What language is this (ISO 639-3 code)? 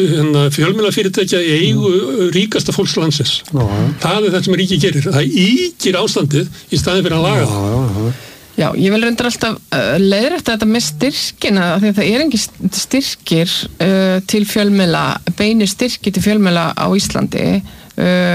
isl